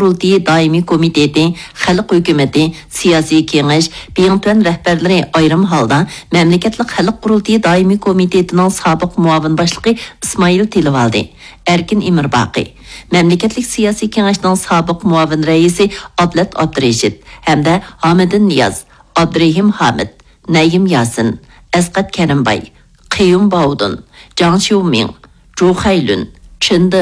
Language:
Uyghur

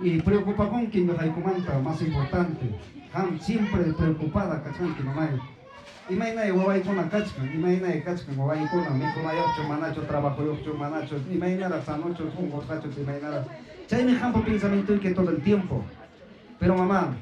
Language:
Ayacucho Quechua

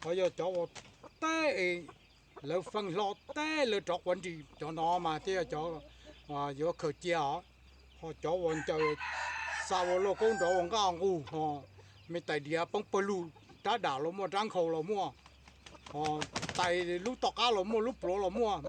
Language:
Hmong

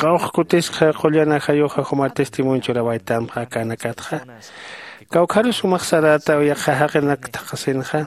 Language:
Aymara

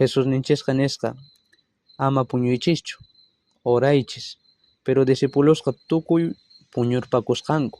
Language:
South Bolivian Quechua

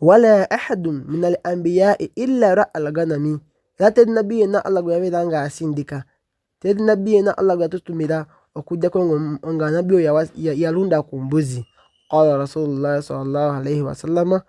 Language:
Ganda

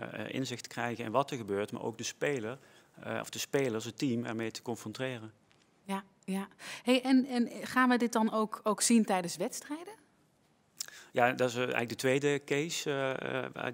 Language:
Dutch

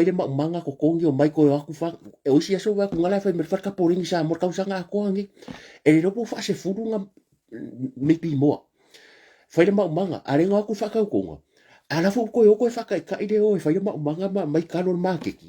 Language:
Samoan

